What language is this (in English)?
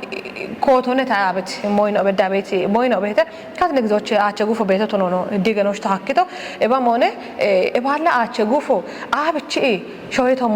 Kafa